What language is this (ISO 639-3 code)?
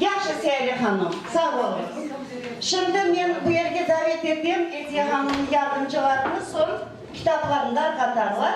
crh